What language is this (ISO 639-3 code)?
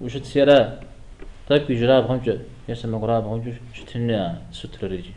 kbd